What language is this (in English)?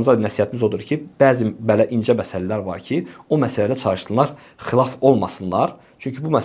Azerbaijani